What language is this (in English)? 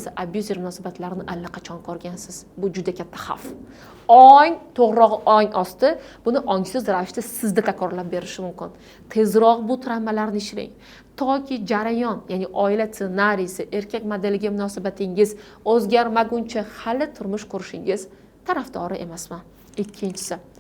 Uzbek